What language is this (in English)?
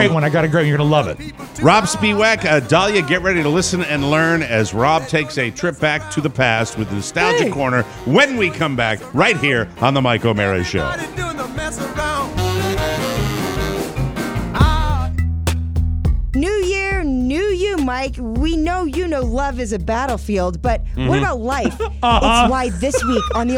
English